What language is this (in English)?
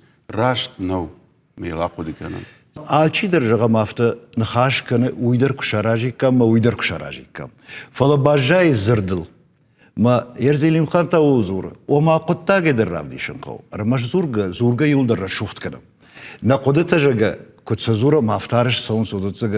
Ossetic